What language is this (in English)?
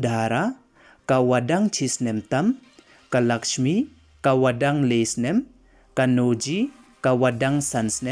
Pnar